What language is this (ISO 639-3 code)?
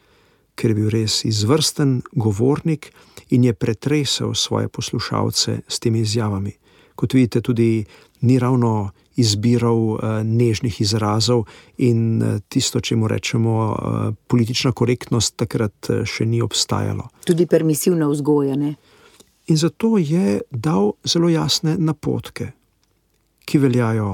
slv